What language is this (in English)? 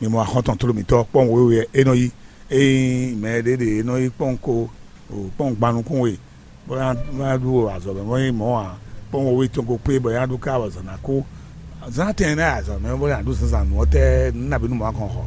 Fon